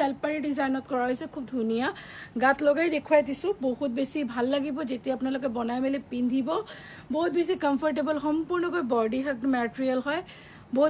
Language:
Assamese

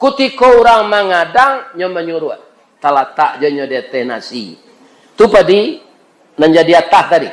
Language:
Minangkabau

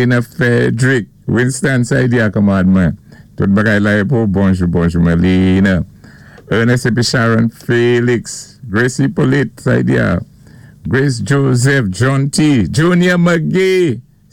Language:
Saint Lucian Creole French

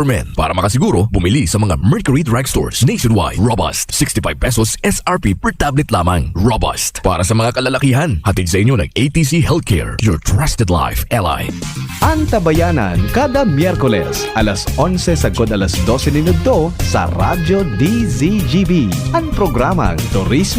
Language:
Bikol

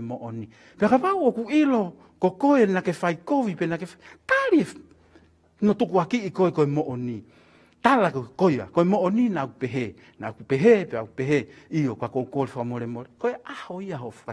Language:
Tongan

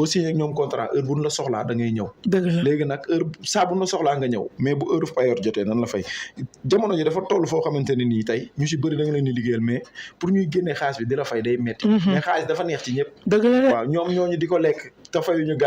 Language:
Wolof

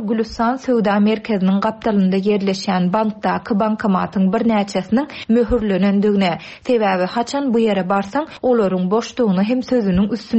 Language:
Turkmen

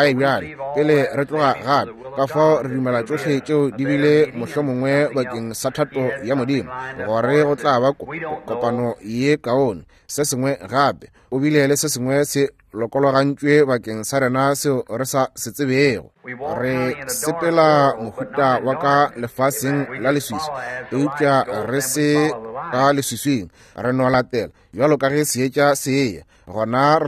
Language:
Northern Sotho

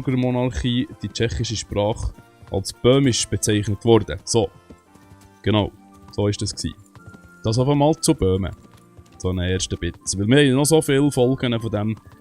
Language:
Swiss German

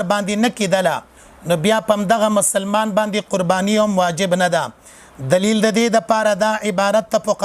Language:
Pashto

